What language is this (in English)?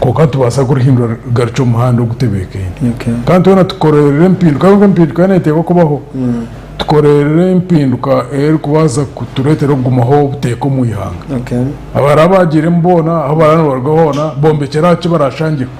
Nyankole